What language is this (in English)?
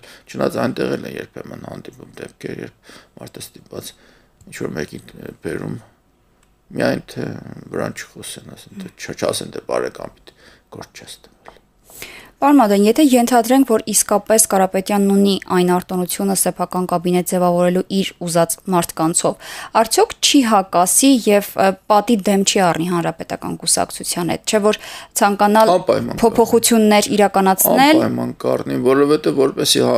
Armenian